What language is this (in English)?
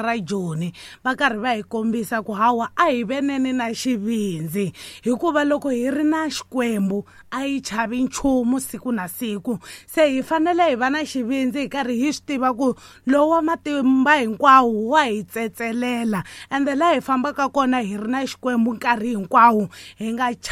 Tsonga